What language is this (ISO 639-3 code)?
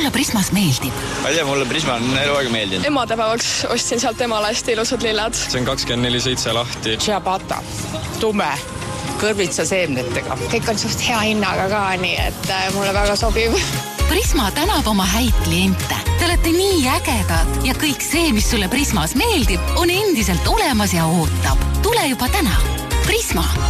est